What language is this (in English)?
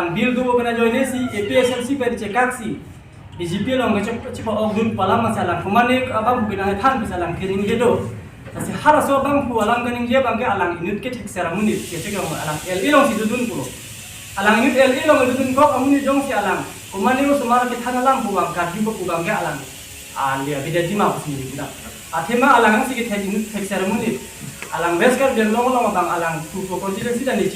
Karbi